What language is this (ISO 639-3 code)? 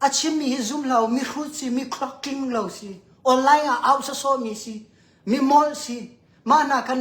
cnh